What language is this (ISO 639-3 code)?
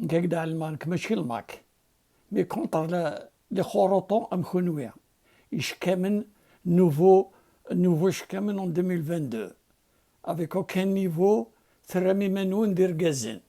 kab